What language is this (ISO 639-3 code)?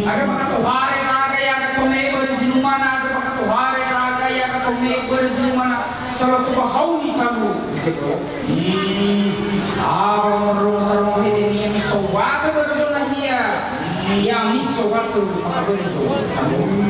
nia